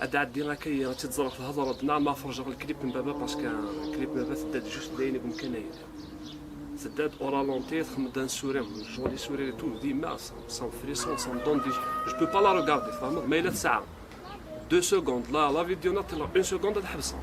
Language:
Kabyle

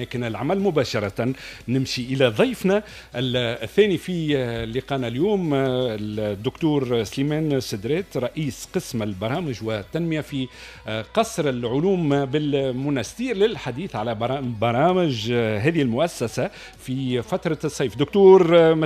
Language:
Tunisian Arabic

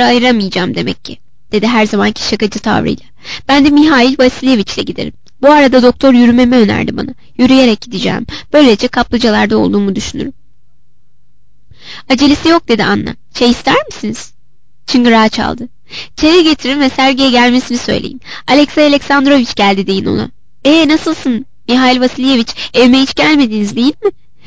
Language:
Turkish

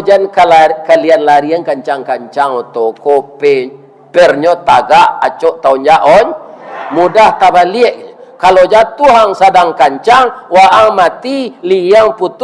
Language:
Minangkabau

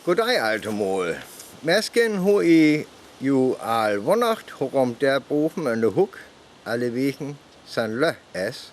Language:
Northern Frisian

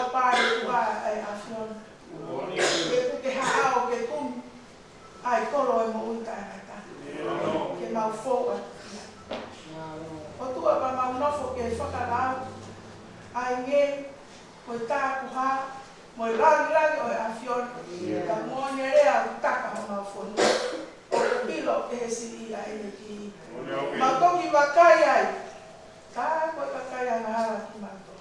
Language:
Tongan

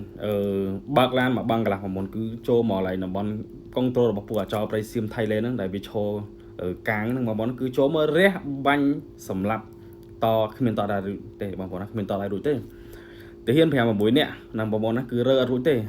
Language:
Khmer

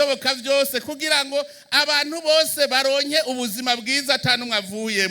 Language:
Rundi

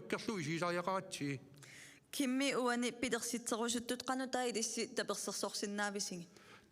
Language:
Kalaallisut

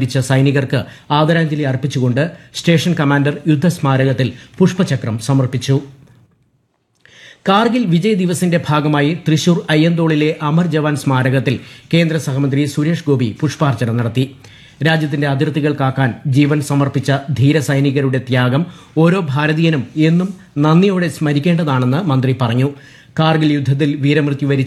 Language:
Malayalam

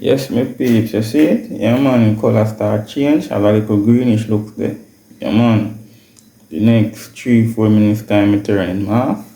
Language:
Jamaican Creole English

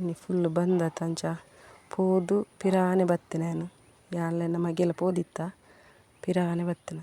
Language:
Tulu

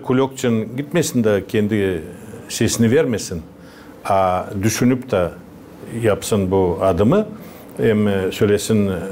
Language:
Gagauz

